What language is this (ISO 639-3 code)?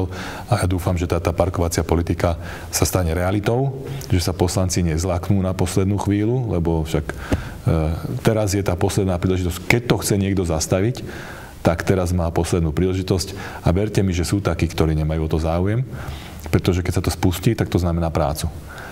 slk